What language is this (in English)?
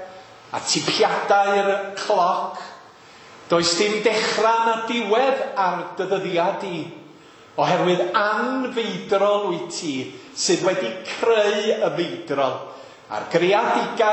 Welsh